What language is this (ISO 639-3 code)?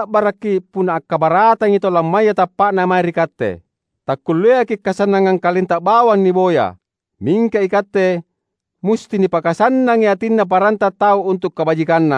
mak